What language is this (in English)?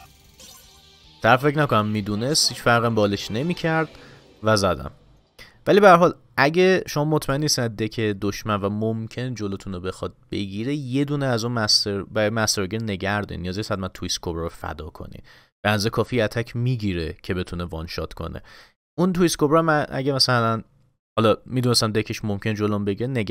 Persian